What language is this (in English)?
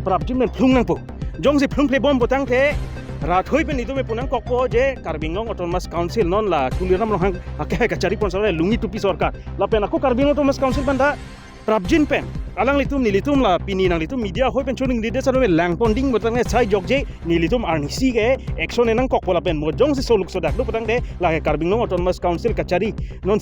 Karbi